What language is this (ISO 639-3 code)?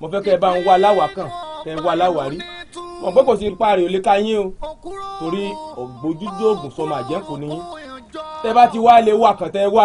yor